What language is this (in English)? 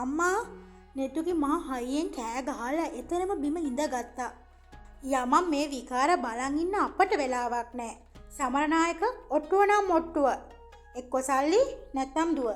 Sinhala